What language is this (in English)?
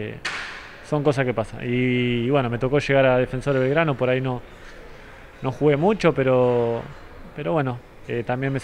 Spanish